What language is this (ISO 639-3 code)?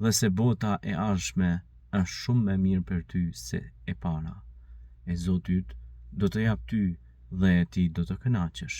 sqi